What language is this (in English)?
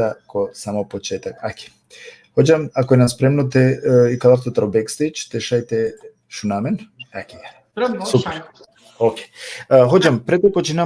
Balkan Romani